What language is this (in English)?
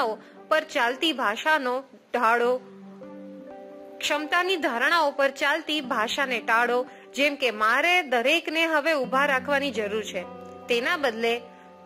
Gujarati